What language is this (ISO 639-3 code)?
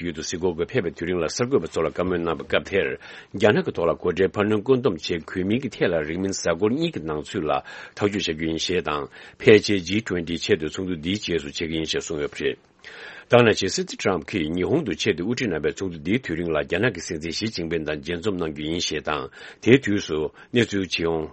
bod